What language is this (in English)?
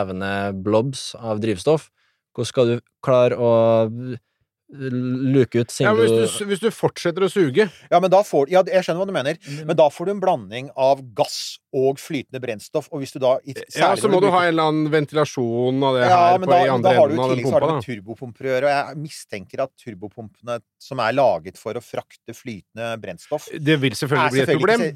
Norwegian